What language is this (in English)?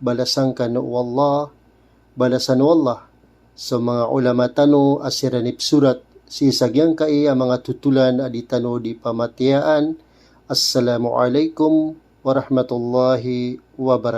Maranao